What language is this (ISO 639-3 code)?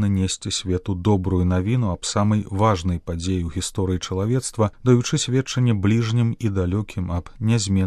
bel